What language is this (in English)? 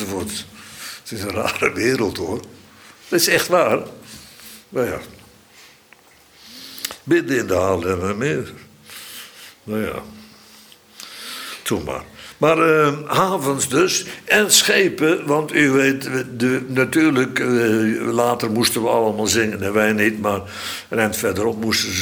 Dutch